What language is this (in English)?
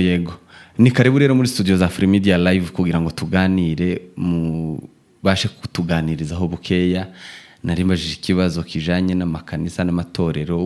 Rundi